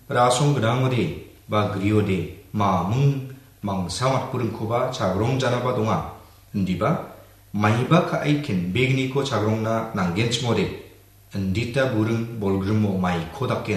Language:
Garo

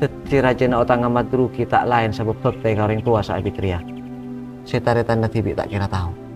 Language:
Madurese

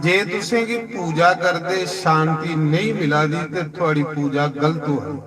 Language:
Dogri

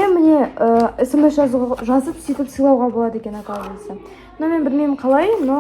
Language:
Kazakh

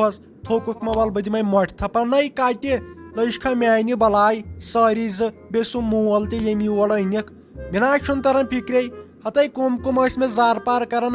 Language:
Kashmiri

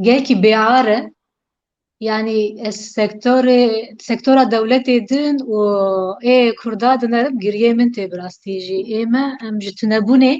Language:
Kurdish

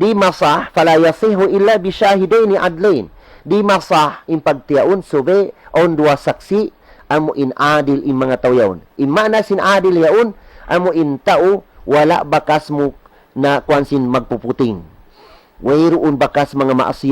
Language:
Tausug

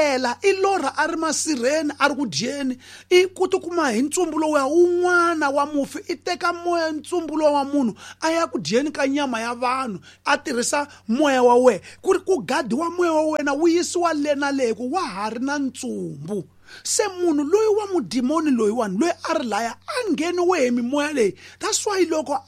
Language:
Tsonga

